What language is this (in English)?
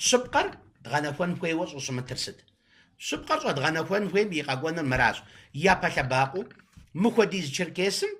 Kabardian